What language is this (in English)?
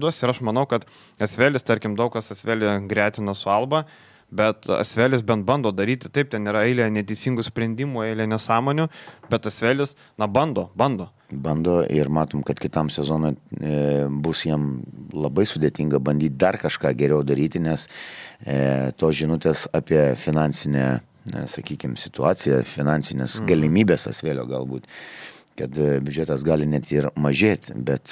Lithuanian